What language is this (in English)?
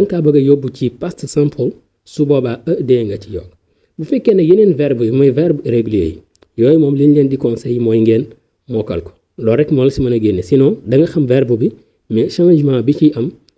Wolof